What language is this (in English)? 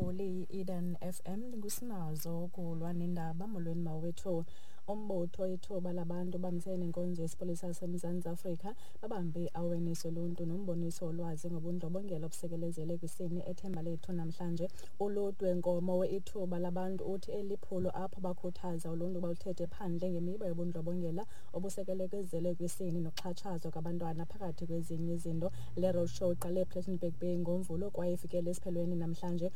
Xhosa